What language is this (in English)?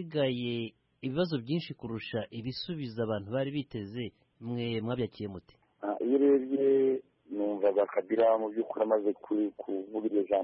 Kinyarwanda